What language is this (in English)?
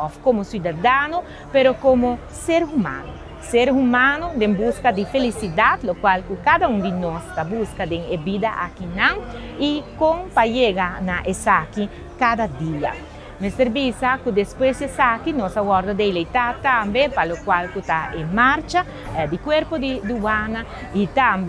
Papiamento